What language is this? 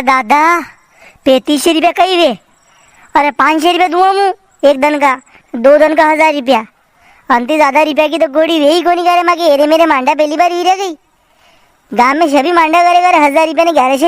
Rajasthani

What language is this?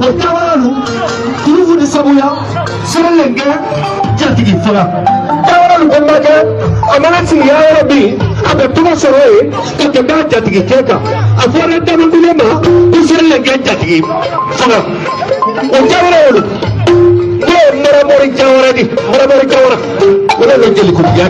Bambara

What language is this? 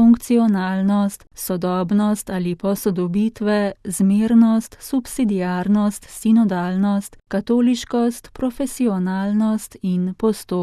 Slovenian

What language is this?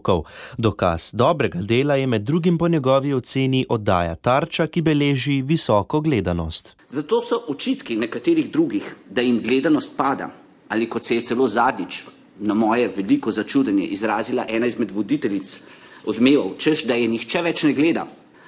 Slovenian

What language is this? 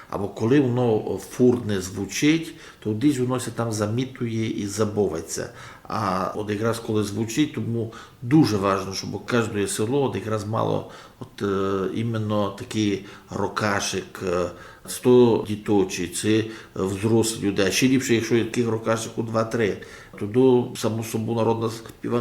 Rusyn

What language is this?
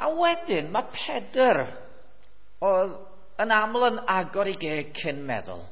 Welsh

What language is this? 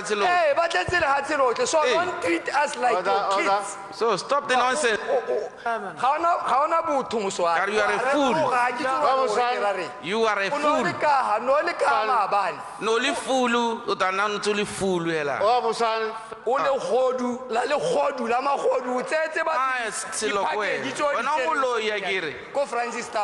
Tswana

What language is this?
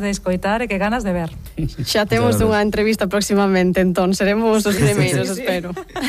Galician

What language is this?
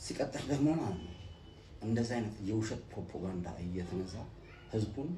Amharic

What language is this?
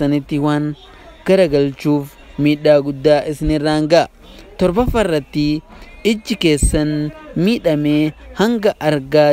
Oromo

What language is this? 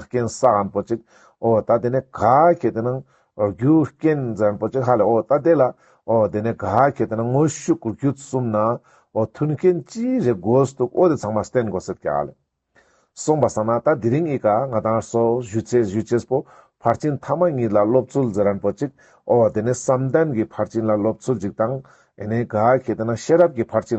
Ladakhi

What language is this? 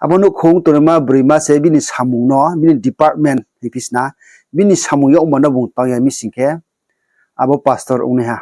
Riang (India)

